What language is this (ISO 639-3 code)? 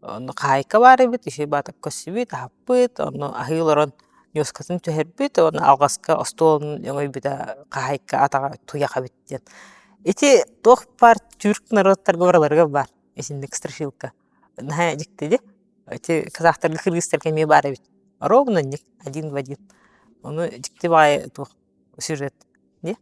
sah